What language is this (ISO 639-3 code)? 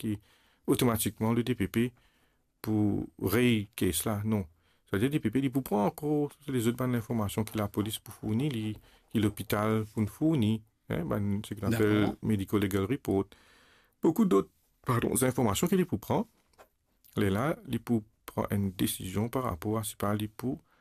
mfe